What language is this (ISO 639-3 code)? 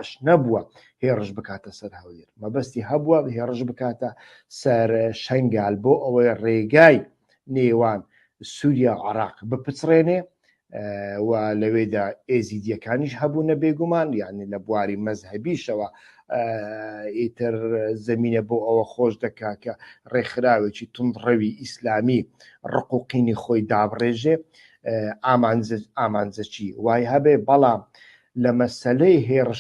ckb